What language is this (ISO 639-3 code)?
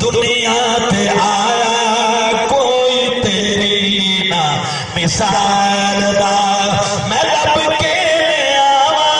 skr